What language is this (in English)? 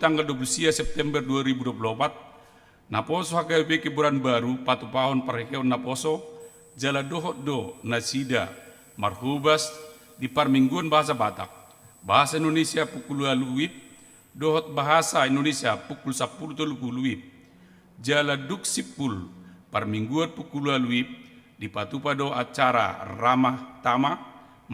Batak Toba